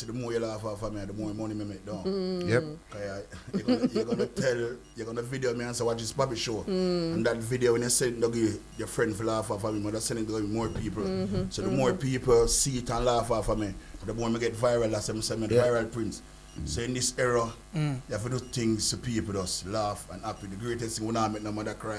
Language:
Jamaican Creole English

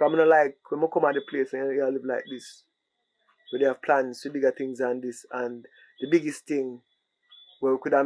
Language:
Jamaican Creole English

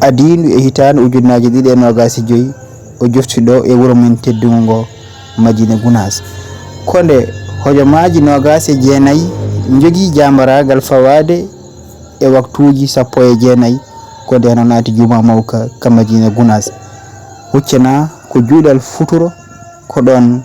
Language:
Fula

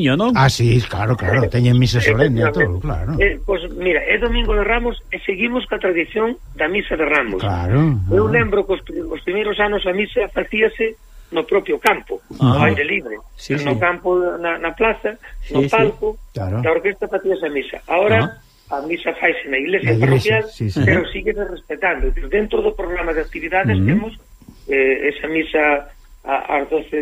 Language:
Galician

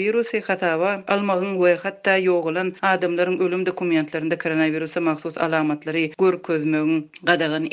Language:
Turkmen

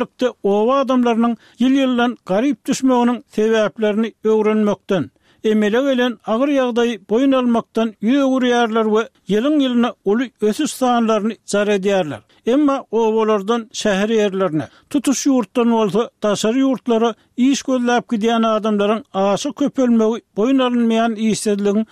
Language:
Turkmen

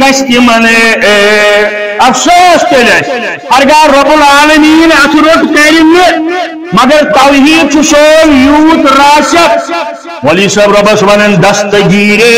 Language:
Kashmiri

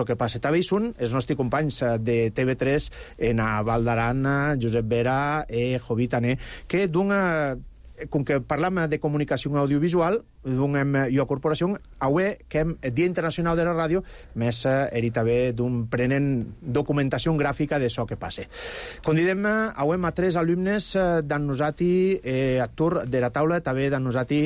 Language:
Catalan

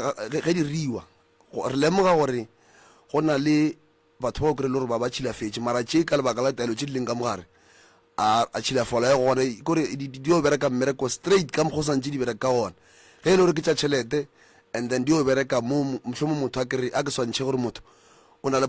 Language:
Northern Sotho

